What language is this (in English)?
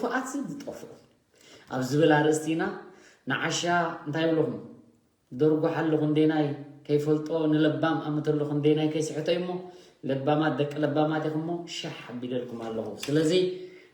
Tigrinya